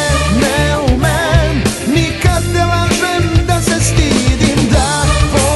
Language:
Serbian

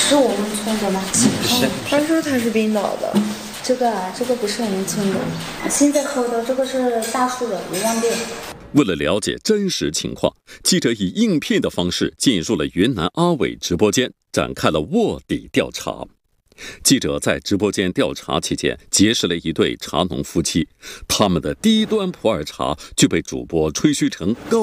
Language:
Chinese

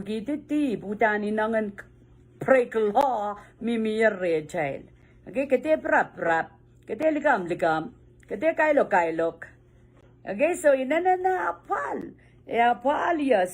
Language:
Pohnpeian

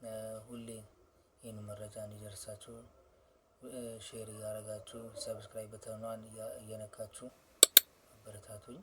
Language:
Amharic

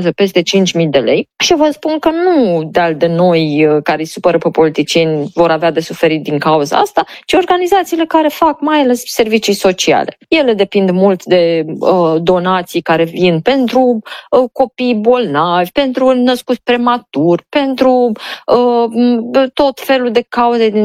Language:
Romanian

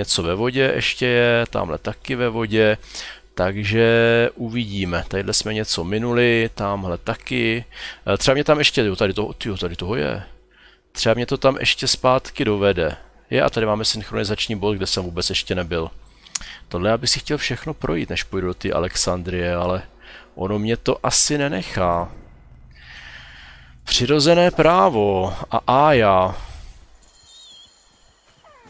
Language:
Czech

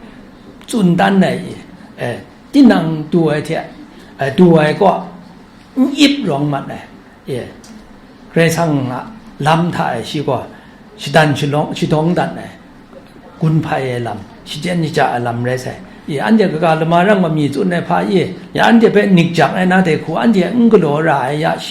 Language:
Kachin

